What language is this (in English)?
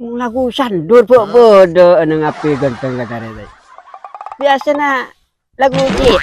Madurese